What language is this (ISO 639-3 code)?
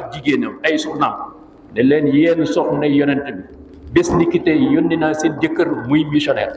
wol